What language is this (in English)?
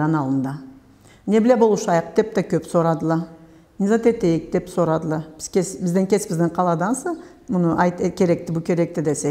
Karachay-Balkar